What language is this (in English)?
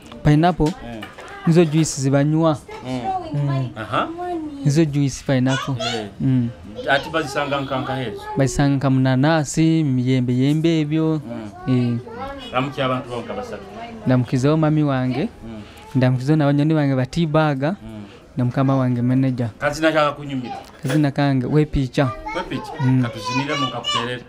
Nyoro